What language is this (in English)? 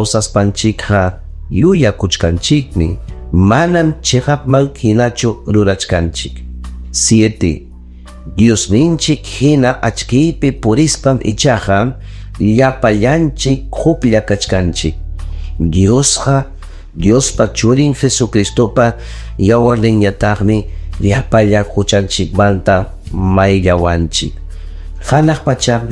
Ayacucho Quechua